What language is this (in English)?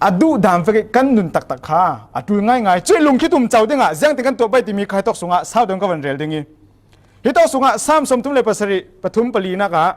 Falam Chin